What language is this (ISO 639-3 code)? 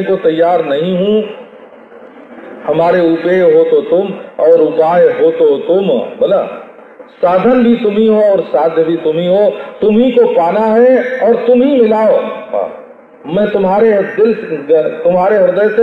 hin